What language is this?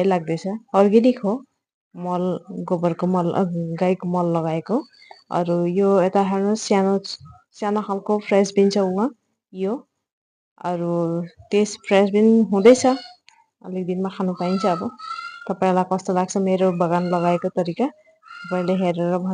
Nepali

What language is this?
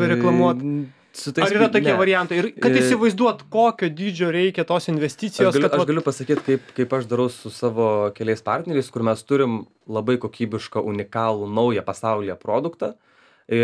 Lithuanian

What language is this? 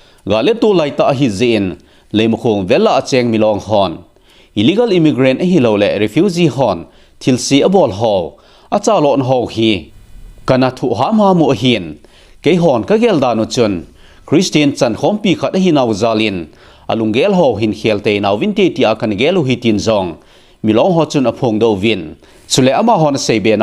Thado Chin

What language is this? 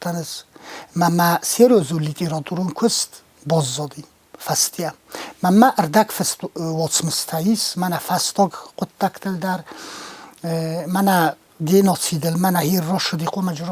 Ossetic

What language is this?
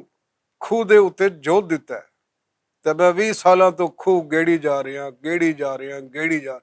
Western Panjabi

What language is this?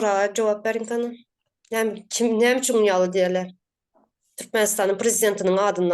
Turkmen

